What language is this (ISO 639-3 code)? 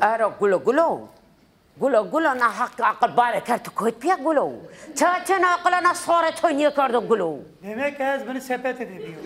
zza